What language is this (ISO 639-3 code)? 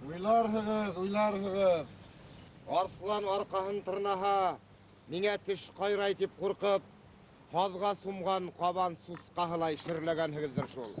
bak